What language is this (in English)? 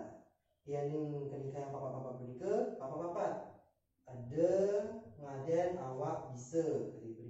Balinese